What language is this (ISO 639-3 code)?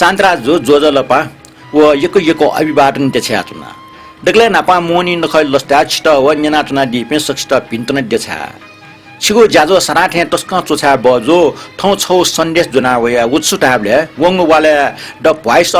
new